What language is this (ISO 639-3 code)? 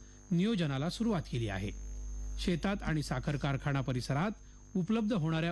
mar